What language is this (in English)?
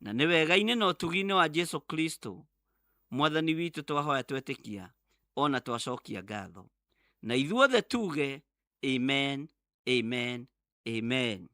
Kikuyu